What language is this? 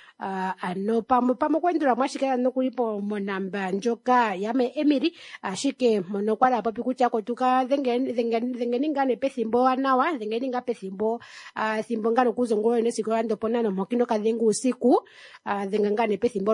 Kuanyama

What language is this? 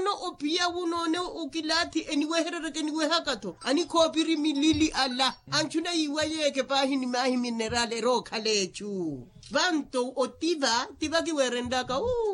Makhuwa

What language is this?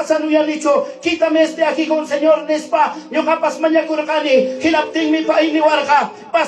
Ayacucho Quechua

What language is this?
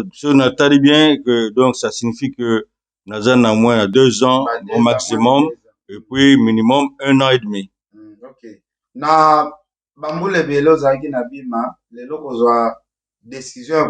Lingala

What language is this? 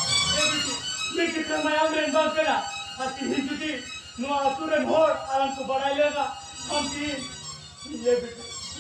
Santali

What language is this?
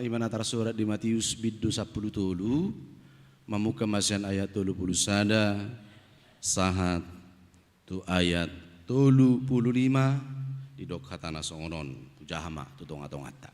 Batak Toba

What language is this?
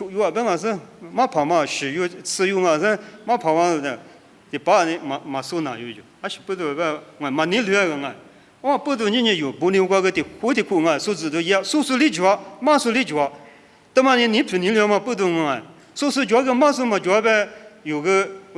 Lisu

